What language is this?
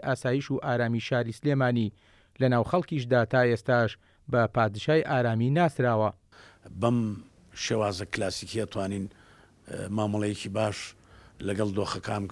Central Kurdish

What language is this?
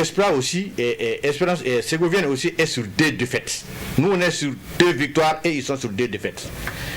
Bambara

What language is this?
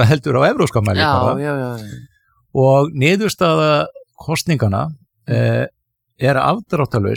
Icelandic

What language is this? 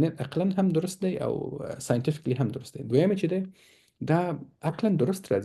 Pashto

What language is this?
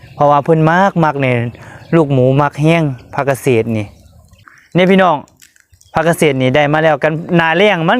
Northeastern Thai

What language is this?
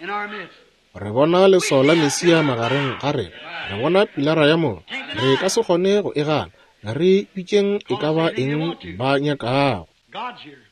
Northern Sotho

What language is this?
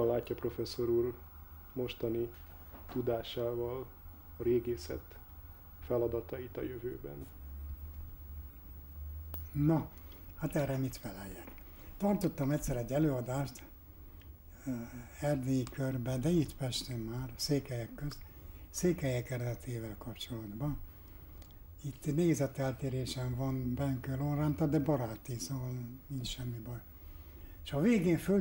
Hungarian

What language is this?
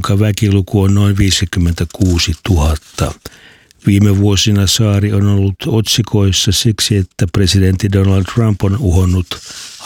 Finnish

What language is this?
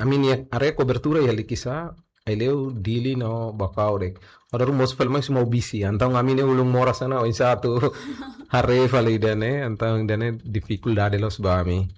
Tetum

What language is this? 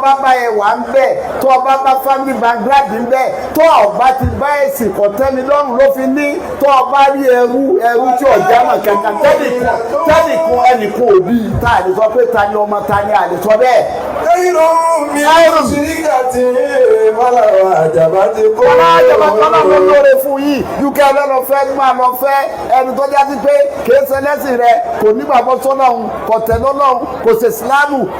Yoruba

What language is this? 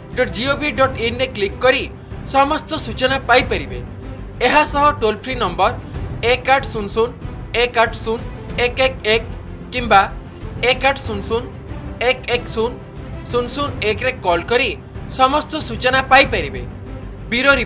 Odia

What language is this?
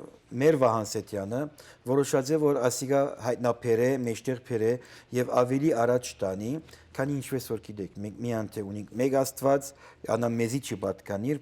Western Armenian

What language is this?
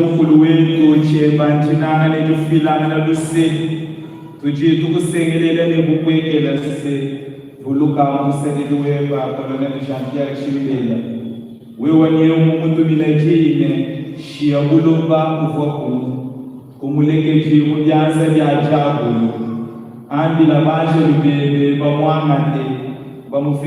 Luba-Lulua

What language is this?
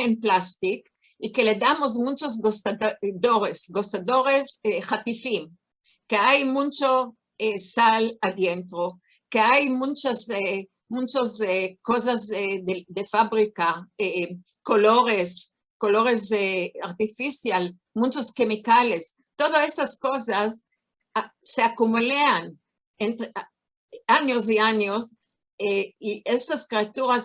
Ladino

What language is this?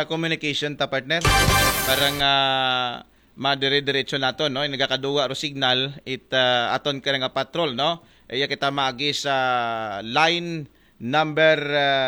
Aklanon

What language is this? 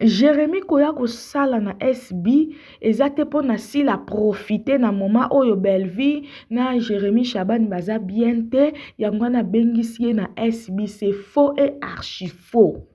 Lingala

